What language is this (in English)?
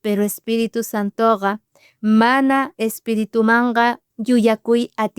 South Bolivian Quechua